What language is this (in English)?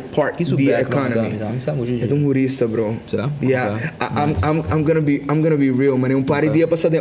Papiamento